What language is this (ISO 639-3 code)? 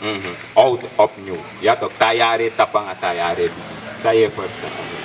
srn